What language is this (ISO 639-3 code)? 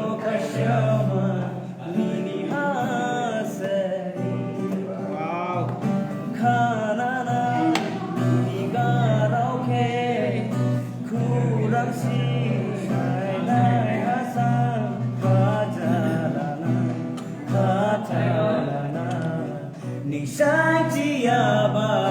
dis